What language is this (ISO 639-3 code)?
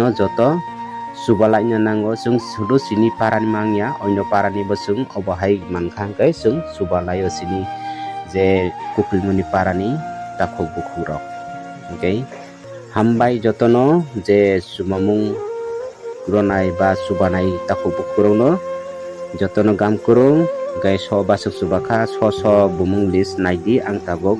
trp